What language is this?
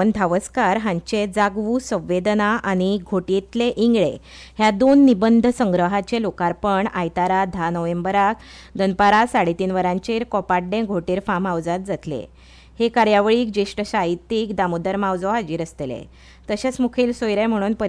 Konkani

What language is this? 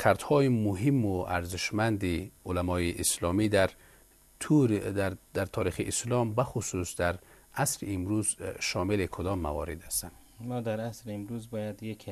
Persian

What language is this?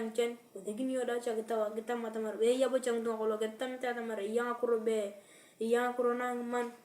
Turkana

